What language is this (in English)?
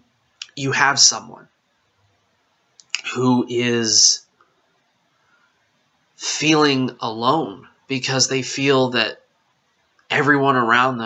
English